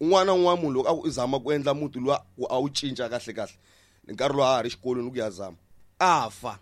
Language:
Tsonga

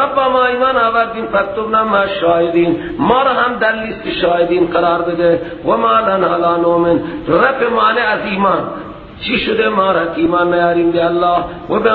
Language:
Persian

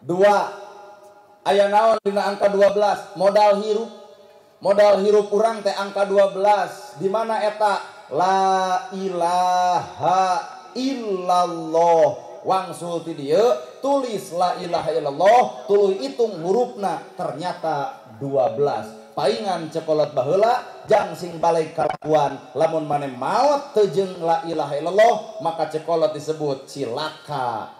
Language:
Sundanese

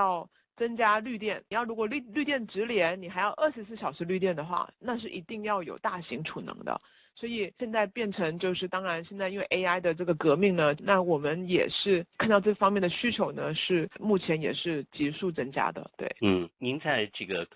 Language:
Chinese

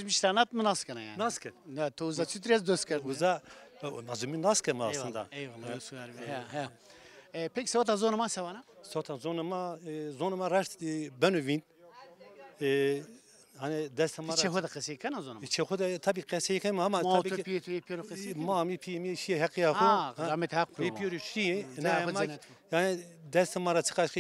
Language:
Zaza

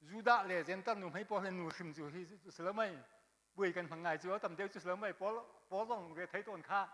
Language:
Hakha Chin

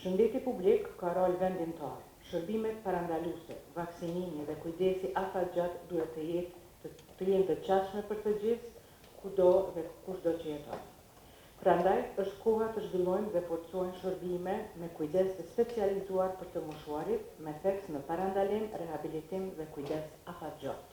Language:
Albanian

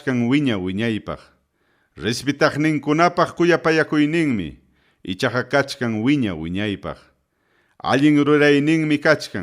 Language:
Ayacucho Quechua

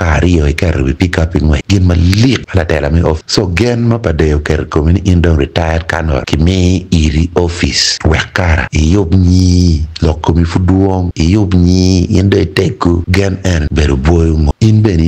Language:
Acoli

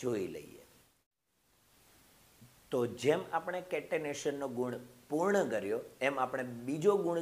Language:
Gujarati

